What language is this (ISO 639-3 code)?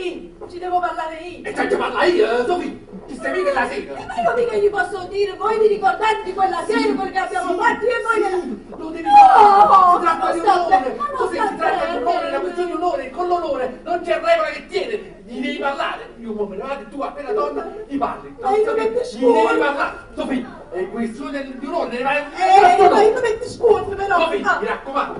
nap